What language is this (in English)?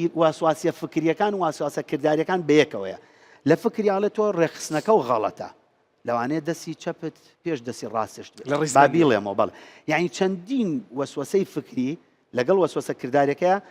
Central Kurdish